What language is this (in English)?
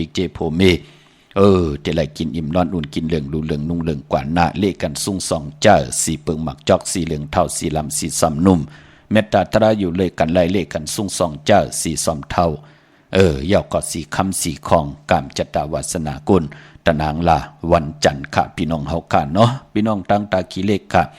Shan